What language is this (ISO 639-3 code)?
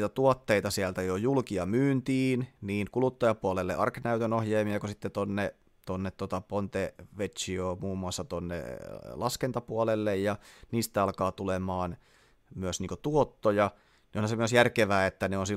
fin